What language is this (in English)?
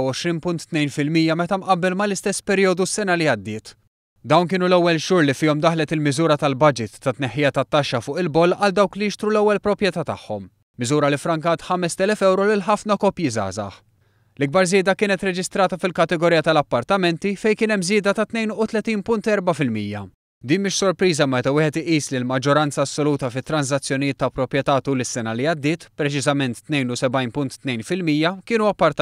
Maltese